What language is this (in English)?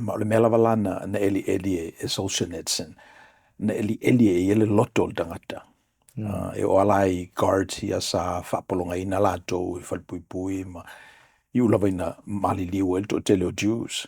Samoan